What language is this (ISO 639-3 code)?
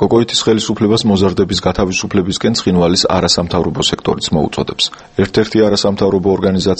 kat